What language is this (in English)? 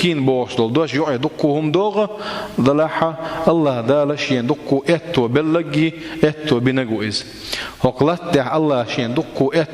Chechen